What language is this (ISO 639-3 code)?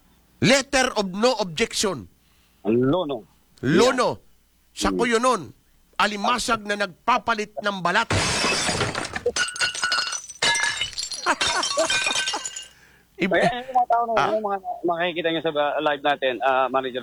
fil